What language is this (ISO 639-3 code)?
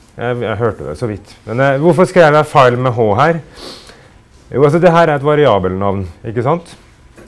nor